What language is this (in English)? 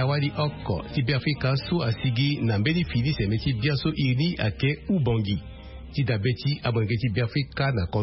Sango